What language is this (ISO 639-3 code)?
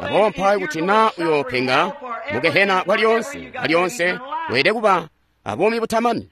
toi